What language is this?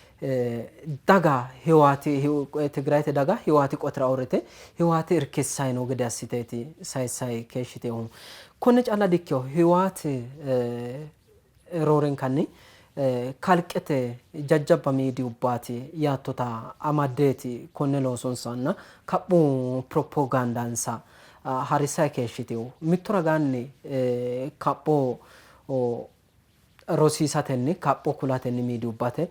Sidamo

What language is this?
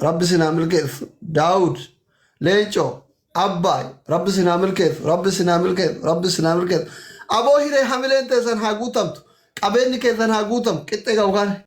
Oromo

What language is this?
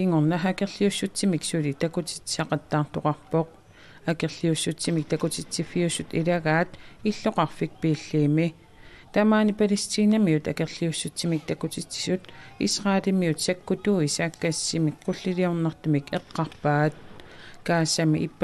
Kalaallisut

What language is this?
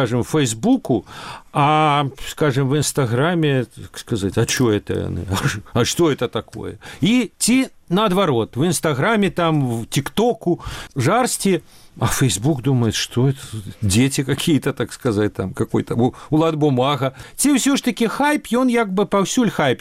Belarusian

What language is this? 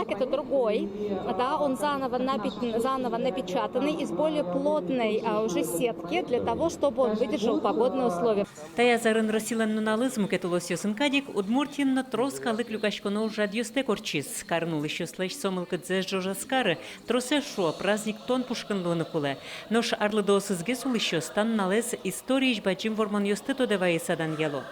Udmurt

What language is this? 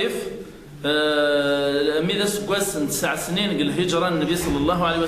Kabyle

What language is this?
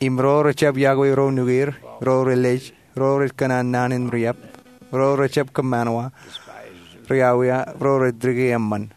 Marshallese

